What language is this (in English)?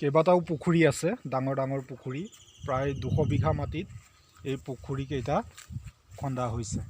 Assamese